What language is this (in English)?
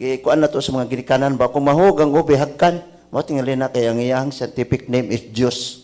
Cebuano